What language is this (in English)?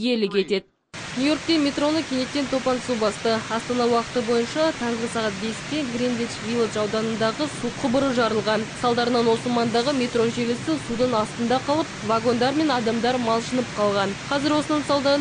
Kazakh